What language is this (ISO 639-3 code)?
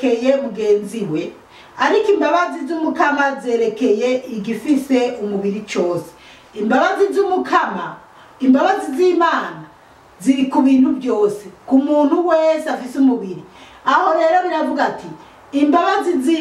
run